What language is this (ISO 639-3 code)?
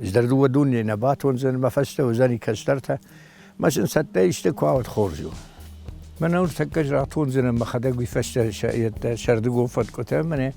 oss